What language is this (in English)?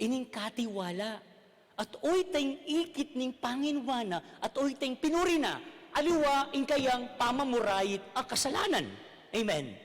Pampanga